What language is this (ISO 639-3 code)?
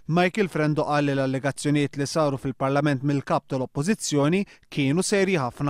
mlt